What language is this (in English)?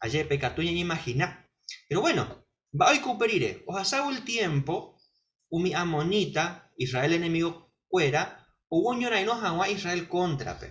Guarani